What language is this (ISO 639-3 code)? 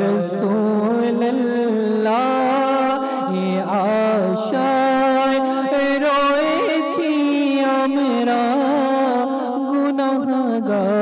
ben